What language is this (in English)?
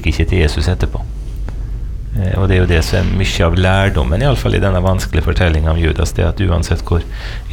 Norwegian